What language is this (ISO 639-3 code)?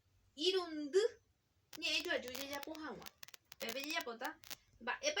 grn